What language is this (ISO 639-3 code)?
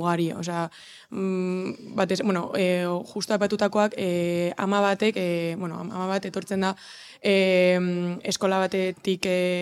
eus